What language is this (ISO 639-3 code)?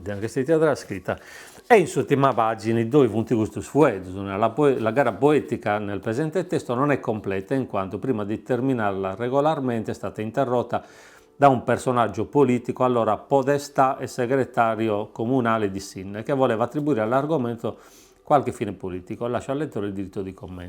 srd